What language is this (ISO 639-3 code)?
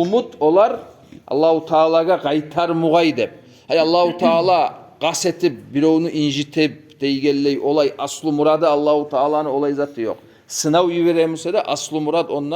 kum